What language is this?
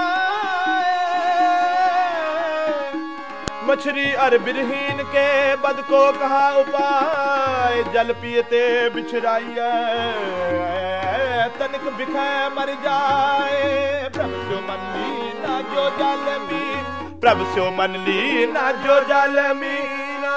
Hindi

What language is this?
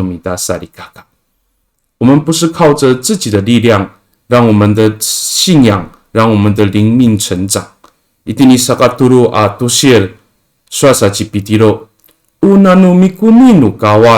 Amis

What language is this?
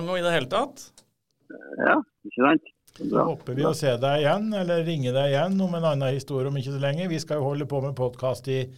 Norwegian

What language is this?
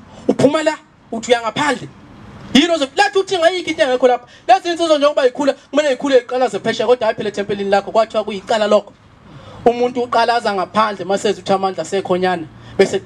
Zulu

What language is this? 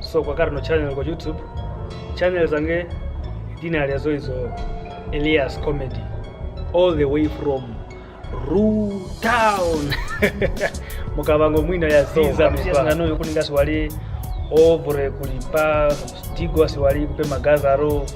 Kwangali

